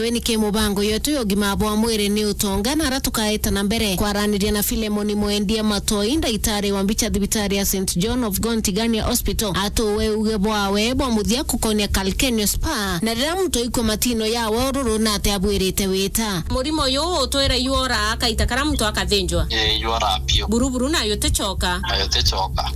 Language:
Meru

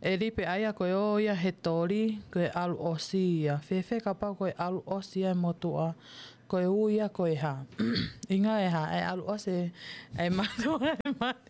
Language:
Tongan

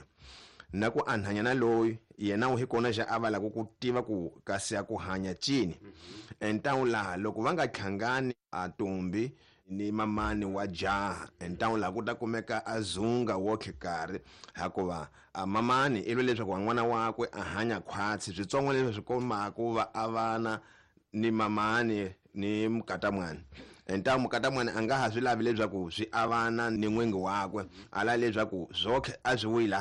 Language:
Tsonga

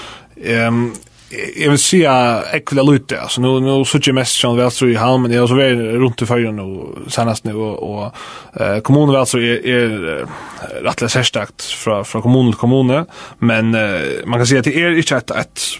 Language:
Faroese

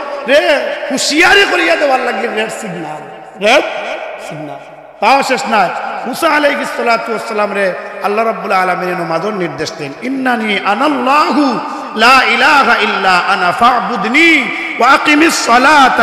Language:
Sylheti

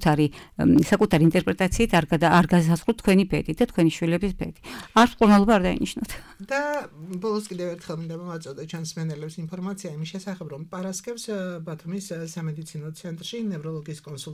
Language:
Georgian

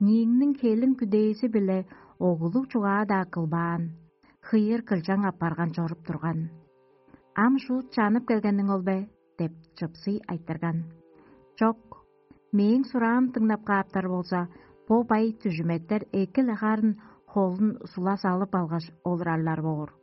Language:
Tuvinian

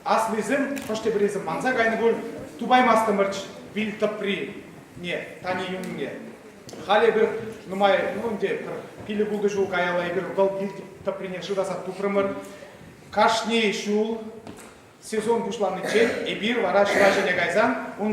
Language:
Chuvash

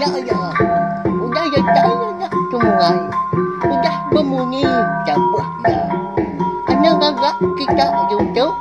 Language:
Iban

